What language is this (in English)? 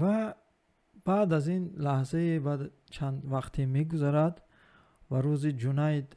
Tajik